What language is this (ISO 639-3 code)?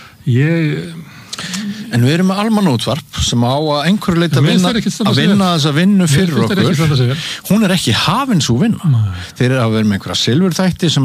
isl